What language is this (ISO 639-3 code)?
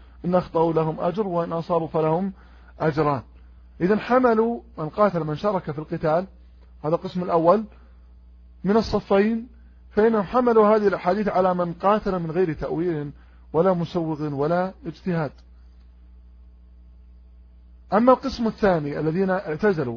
ara